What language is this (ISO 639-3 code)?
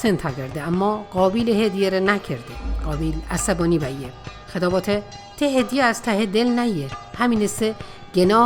mzn